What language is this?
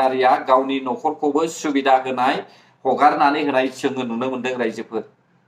Bodo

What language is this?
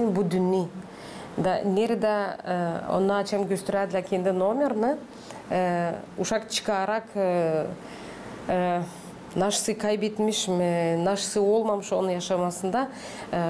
Gagauz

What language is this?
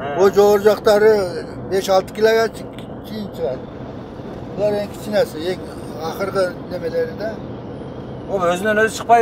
Kyrgyz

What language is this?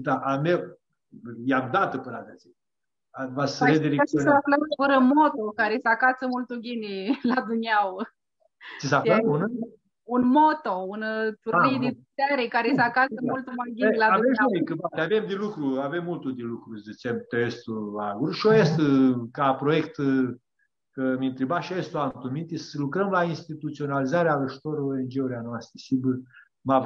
Aromanian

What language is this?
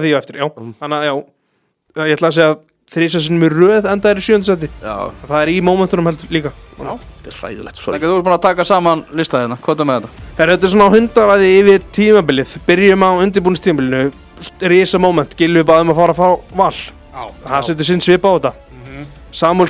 Icelandic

